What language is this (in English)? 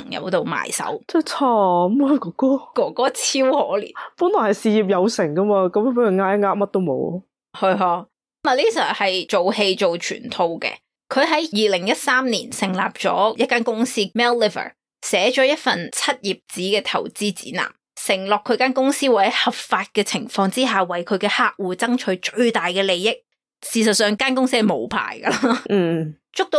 Cantonese